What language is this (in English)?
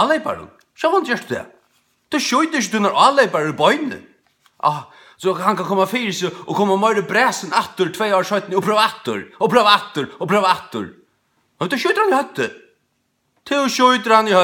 Faroese